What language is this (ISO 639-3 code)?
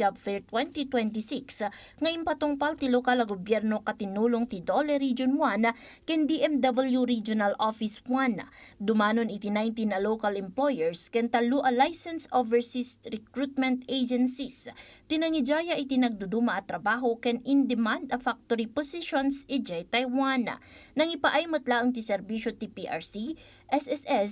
ilo